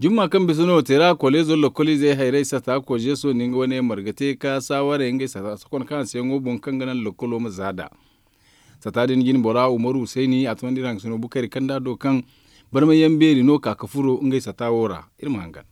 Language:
Zarma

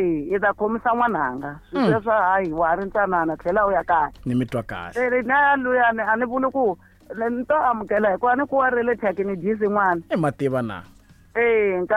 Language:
Tsonga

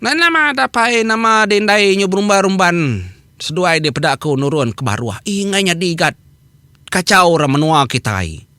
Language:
Iban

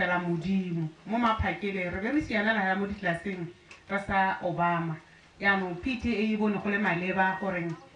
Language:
Tswana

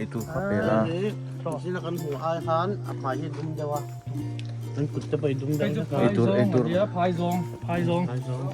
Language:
Mizo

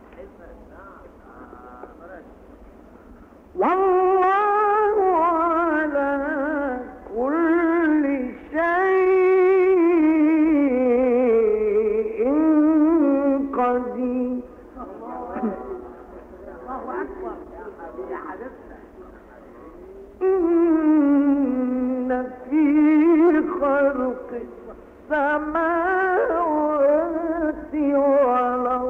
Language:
Arabic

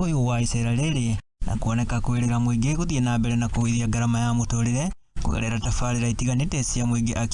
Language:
Kikuyu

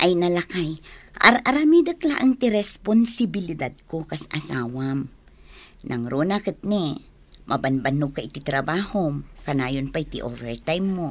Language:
Iloko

